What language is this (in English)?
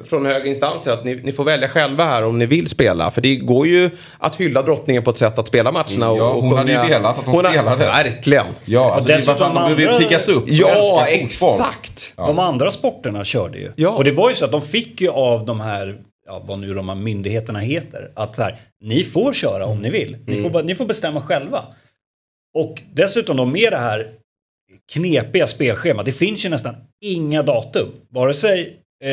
Swedish